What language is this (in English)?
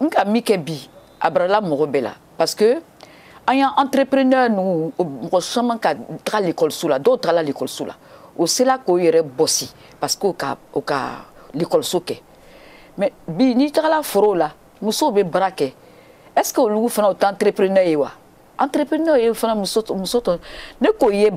Bambara